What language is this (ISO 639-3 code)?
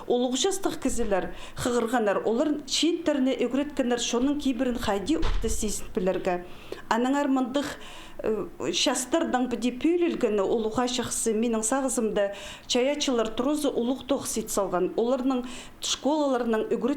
kjh